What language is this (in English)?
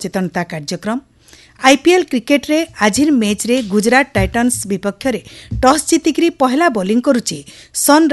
Odia